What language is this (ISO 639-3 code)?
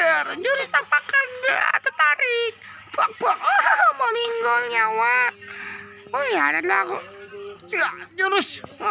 bjn